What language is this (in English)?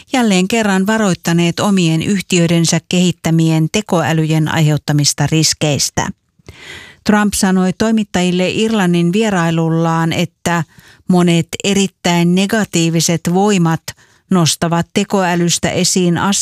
Finnish